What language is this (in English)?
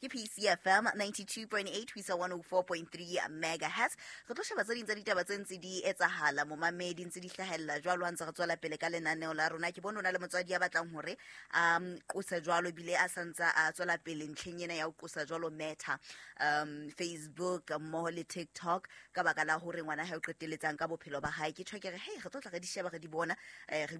Southern Sotho